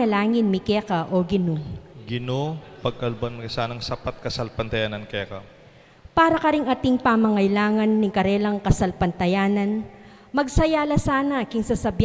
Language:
Pampanga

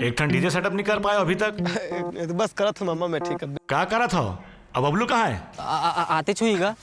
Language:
Chhattisgarhi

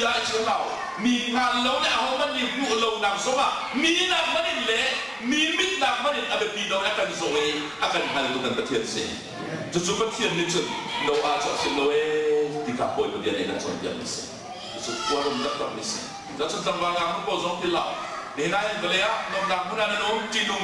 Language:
Hakha Chin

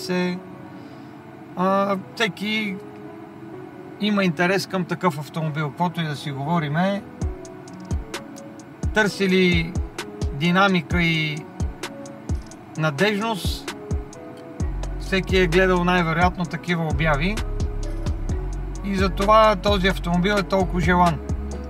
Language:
Bulgarian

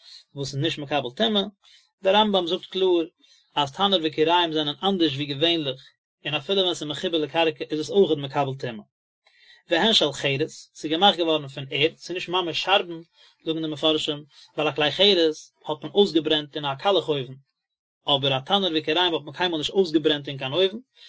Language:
Yiddish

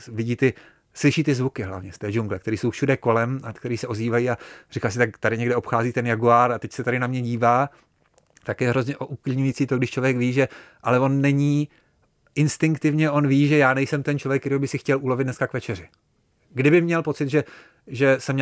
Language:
Czech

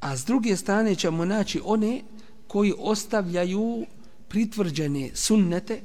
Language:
Bosnian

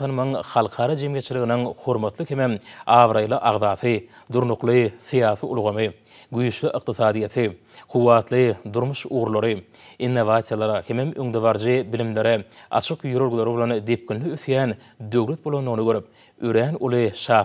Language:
Turkmen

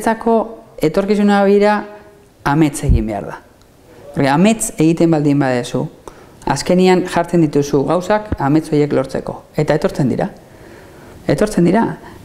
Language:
Basque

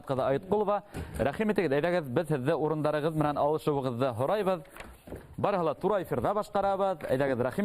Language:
Bashkir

